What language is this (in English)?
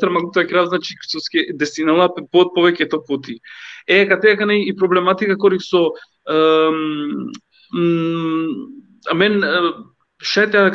Balkan Romani